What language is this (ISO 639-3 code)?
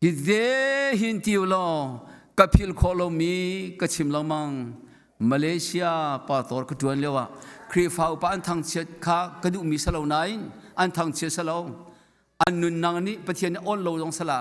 cnh